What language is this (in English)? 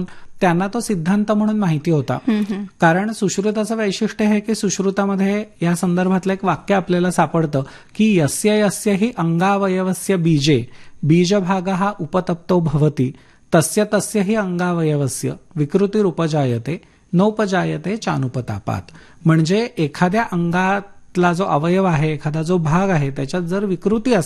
Marathi